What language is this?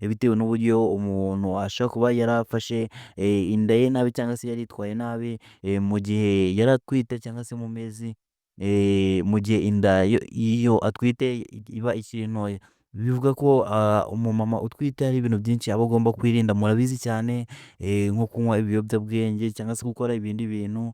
Kinyarwanda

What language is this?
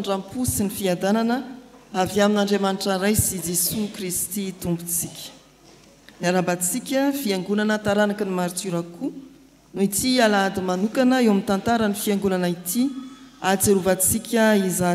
Malagasy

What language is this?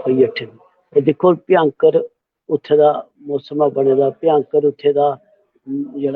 Dogri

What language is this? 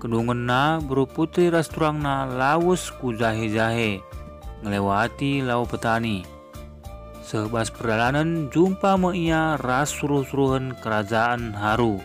Batak Karo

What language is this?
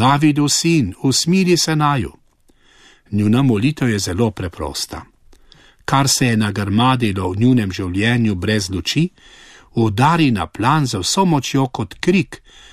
Slovenian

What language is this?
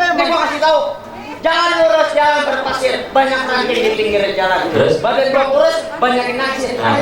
Betawi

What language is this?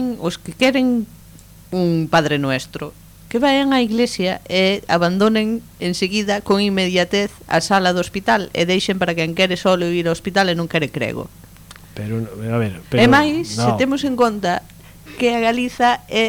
Galician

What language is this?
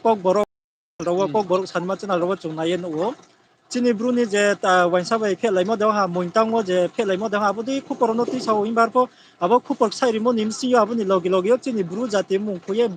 Riang (India)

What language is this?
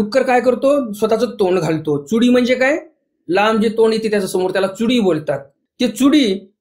Marathi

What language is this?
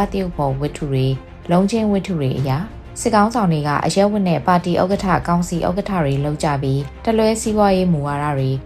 Burmese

